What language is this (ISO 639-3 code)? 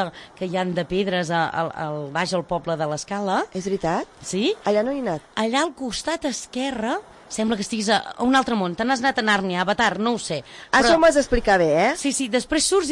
cat